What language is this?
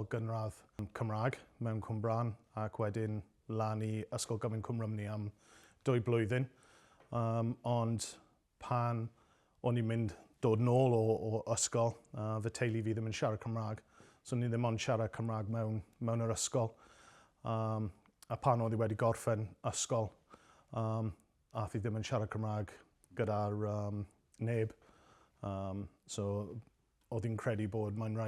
Welsh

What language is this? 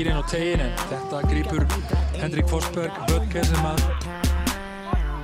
Icelandic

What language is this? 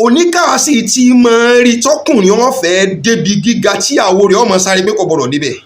Yoruba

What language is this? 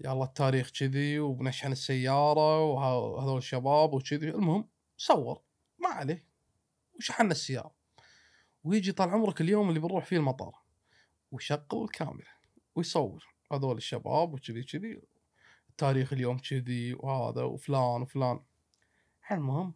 Gulf Arabic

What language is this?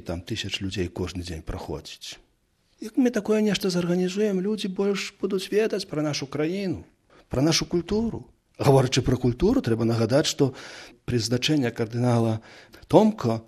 Belarusian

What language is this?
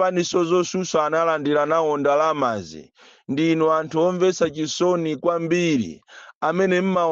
Nyanja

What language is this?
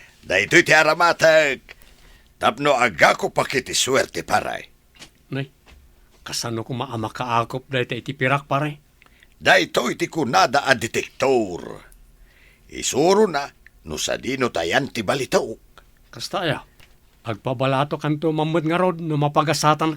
Iloko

